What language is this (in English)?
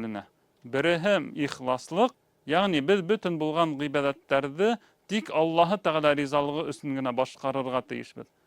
Bashkir